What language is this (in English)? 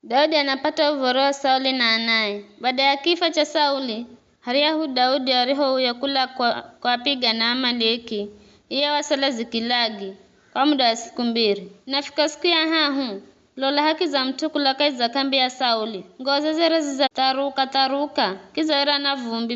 Giryama